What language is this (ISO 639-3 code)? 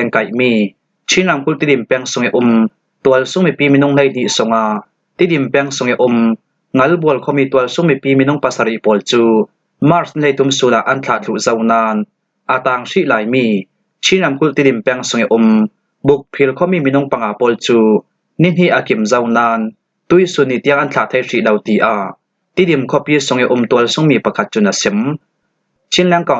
cfm